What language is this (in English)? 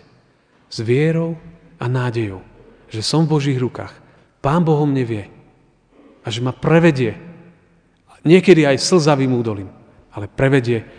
Slovak